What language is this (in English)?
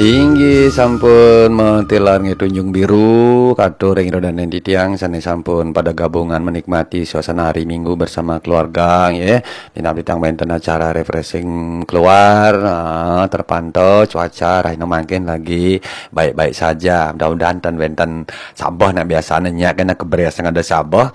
Balinese